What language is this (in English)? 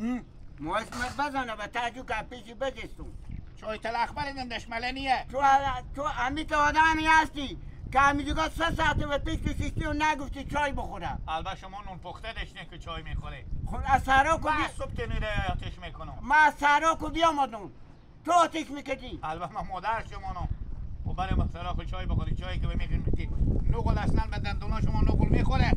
Hazaragi